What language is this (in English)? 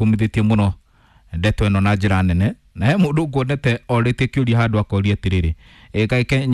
Kikuyu